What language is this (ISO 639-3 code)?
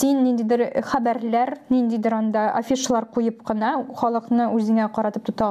tat